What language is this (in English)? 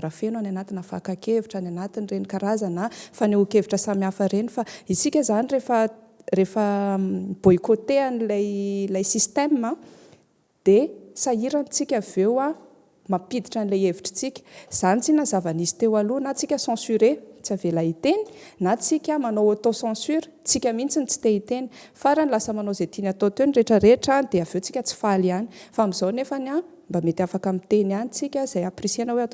Malagasy